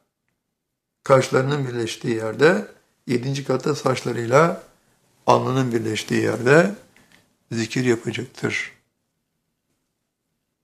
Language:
Turkish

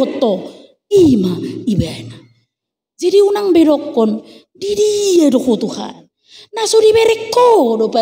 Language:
Batak Toba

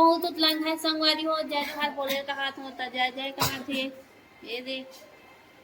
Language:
Chhattisgarhi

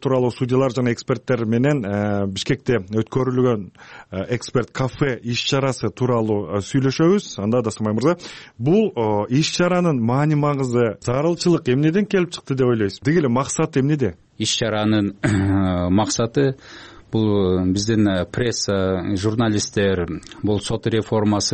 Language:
Kyrgyz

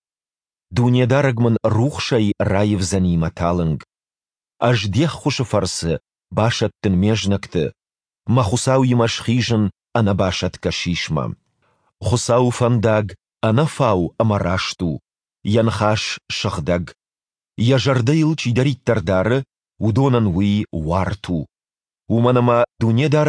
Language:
Ossetic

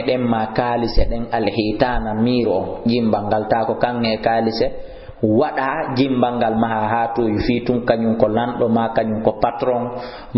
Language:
Fula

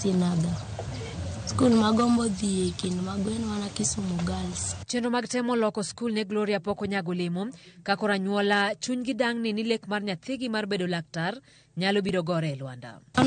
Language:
Luo (Kenya and Tanzania)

